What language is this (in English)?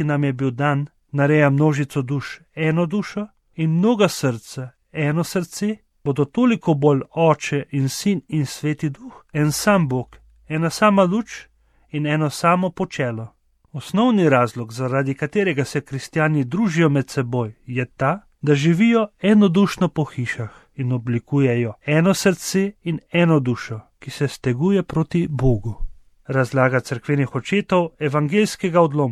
Slovenian